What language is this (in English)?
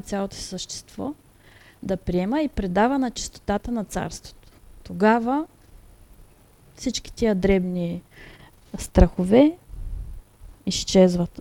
Bulgarian